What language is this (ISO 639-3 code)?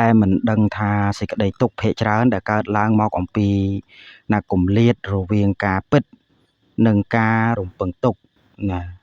khm